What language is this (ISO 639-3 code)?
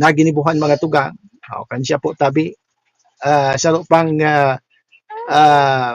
bik